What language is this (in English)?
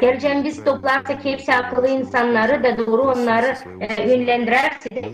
Gagauz